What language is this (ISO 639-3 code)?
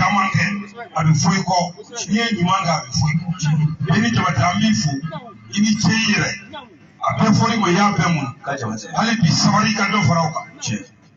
bam